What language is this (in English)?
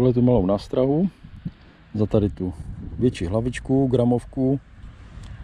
Czech